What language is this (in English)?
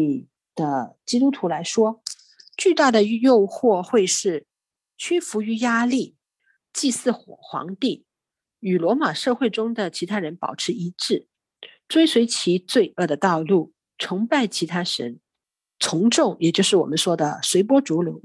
Chinese